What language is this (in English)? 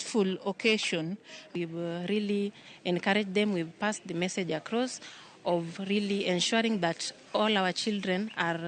Luo (Kenya and Tanzania)